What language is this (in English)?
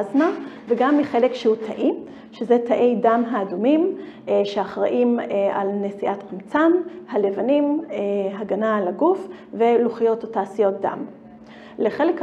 Hebrew